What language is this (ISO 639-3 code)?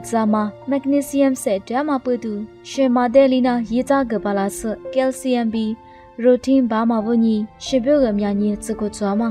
lis